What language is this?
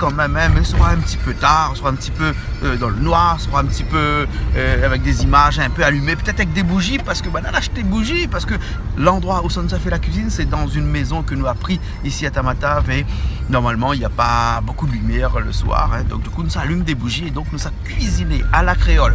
Réunion Creole French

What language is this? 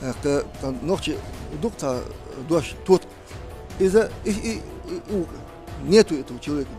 Chechen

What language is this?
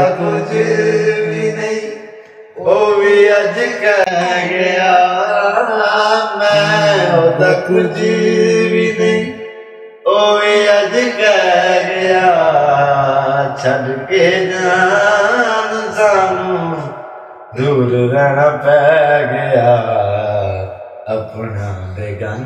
Punjabi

